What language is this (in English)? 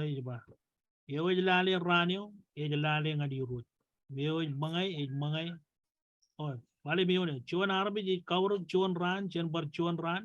Marshallese